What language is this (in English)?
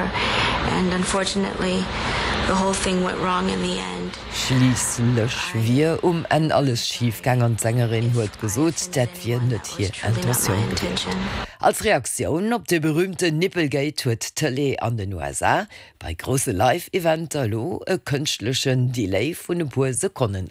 Luxembourgish